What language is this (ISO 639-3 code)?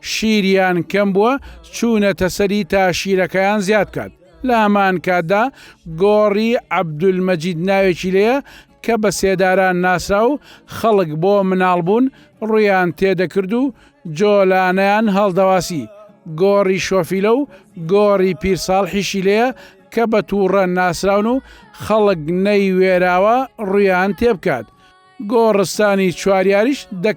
ckb